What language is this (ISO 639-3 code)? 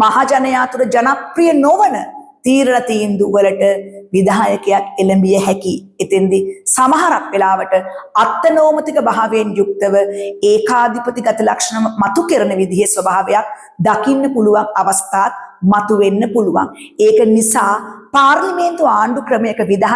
sin